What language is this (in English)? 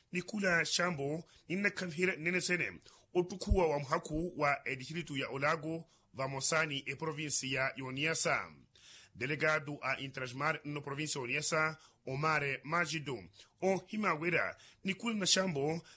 Makhuwa